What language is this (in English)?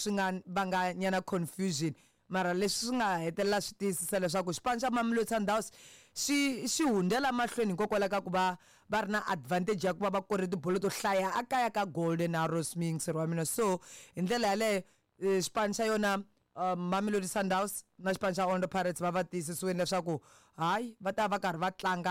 Tsonga